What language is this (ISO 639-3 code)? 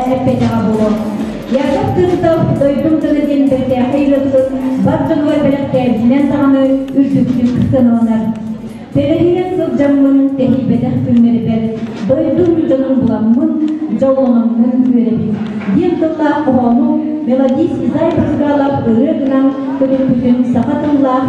sah